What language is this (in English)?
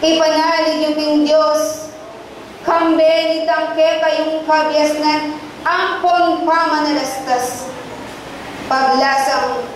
Pampanga